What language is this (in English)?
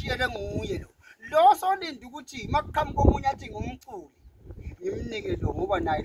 Zulu